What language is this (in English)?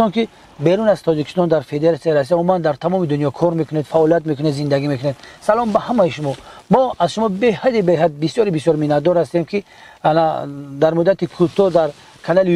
Tajik